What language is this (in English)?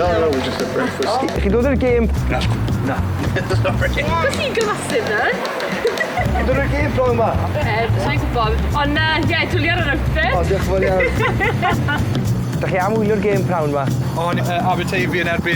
Welsh